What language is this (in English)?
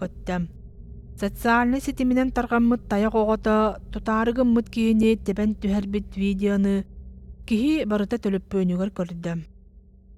Yakut